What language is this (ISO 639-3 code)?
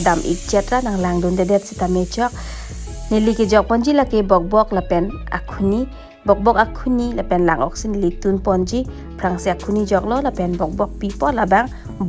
mjw